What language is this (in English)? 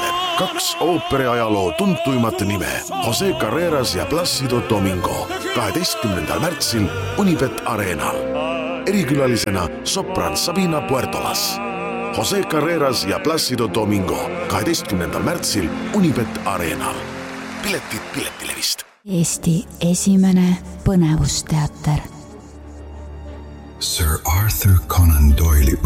Estonian